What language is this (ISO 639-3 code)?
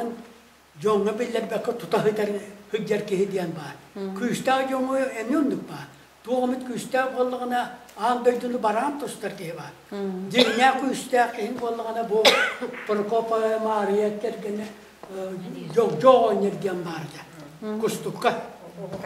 sah